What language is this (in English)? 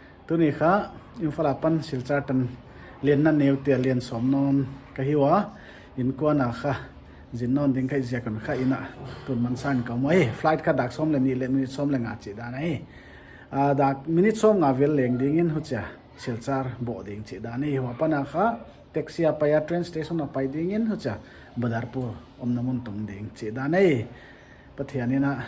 Paite Chin